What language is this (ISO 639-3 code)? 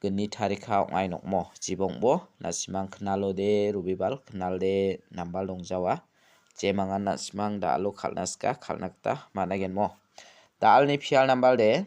grt